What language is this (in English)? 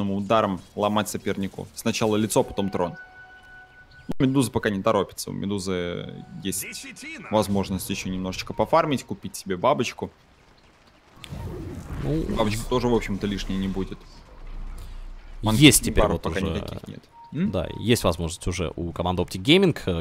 Russian